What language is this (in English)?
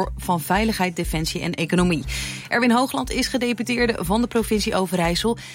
Dutch